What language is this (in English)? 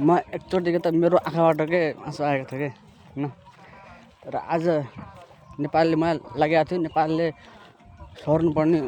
Nepali